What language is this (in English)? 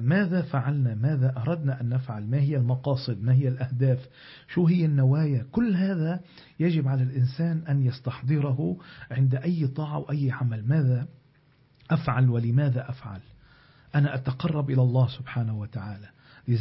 Arabic